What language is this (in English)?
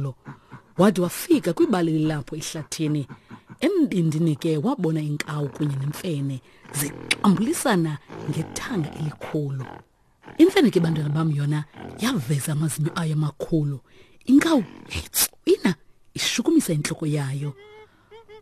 Xhosa